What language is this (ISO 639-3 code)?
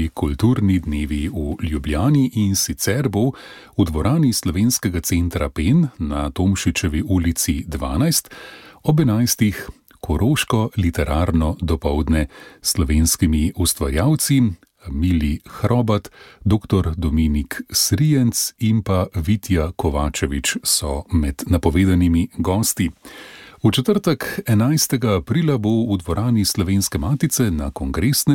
slv